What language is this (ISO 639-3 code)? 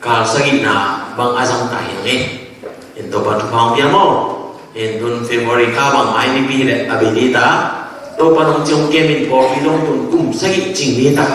ctd